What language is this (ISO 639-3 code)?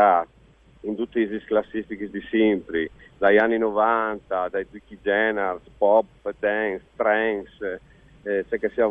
fur